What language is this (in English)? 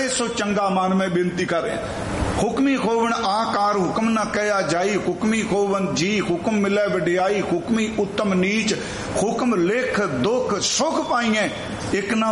Punjabi